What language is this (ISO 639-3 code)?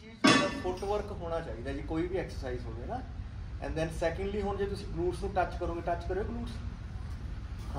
pan